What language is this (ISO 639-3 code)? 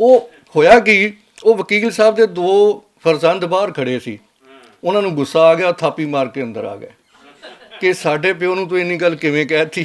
lah